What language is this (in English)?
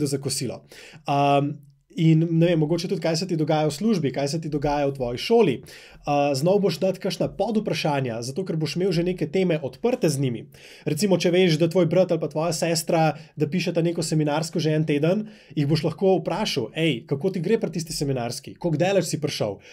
Slovenian